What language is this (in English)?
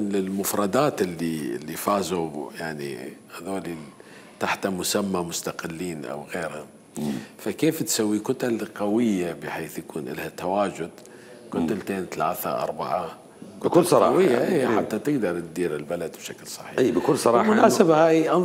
Mesopotamian Arabic